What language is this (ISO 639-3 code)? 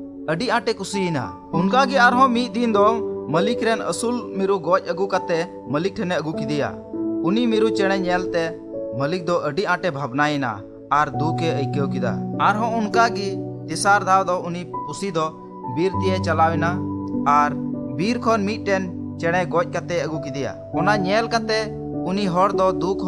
sat